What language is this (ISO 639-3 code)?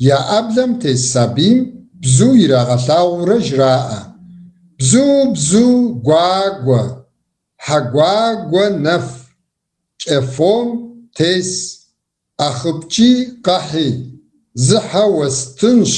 kbd